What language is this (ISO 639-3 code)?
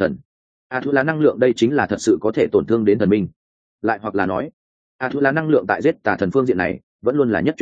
vie